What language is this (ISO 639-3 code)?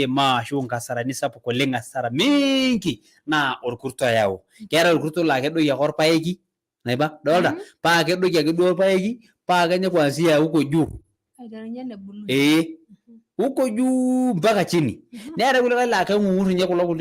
mas